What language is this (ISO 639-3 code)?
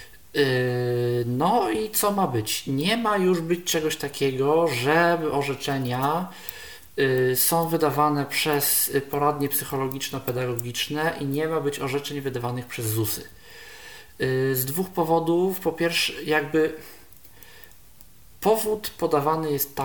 pol